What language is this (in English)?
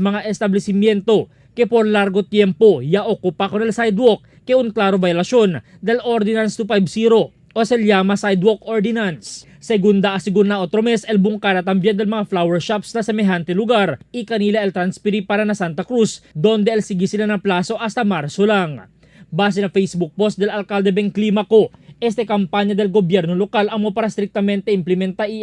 Chavacano